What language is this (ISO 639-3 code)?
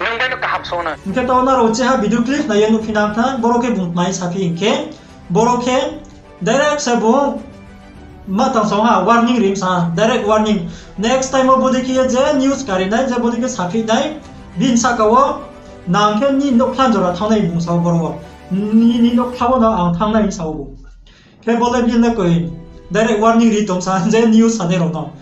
ria